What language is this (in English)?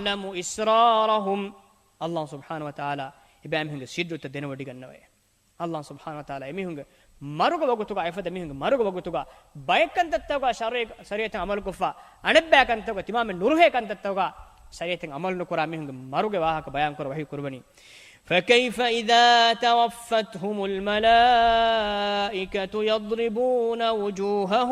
Divehi